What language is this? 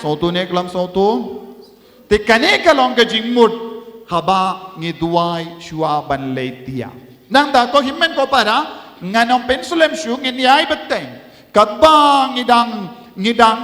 Khasi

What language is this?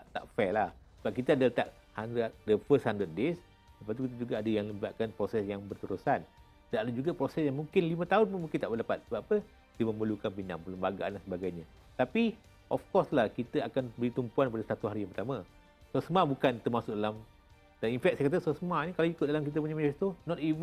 Malay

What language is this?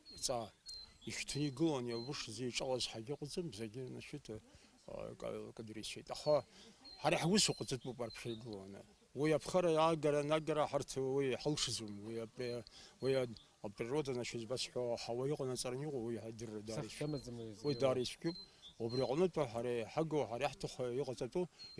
Abkhazian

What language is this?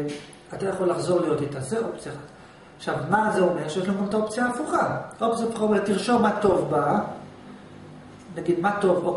Hebrew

